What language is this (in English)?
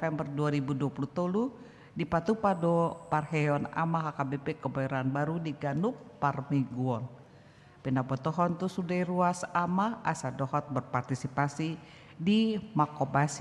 Batak Toba